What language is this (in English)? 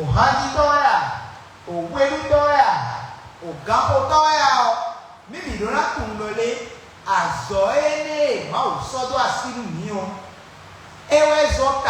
Fon